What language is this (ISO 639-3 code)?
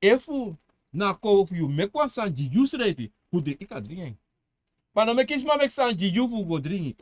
srn